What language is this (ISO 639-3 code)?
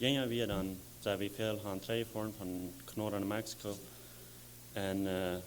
pdt